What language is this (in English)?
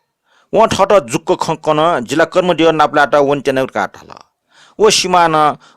Newari